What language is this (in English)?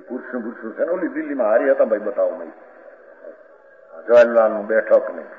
Gujarati